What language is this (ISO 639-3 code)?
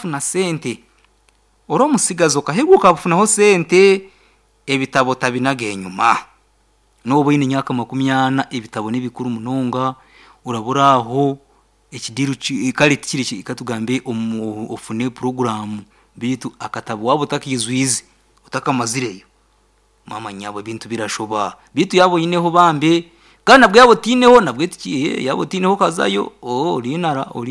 nyn